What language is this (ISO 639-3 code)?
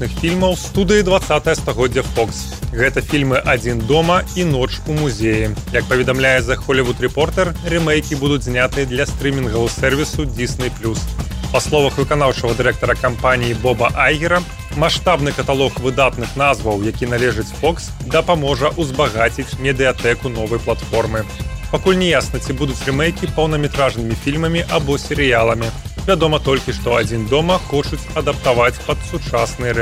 bel